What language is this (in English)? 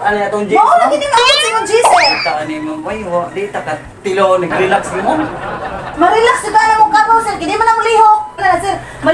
Cebuano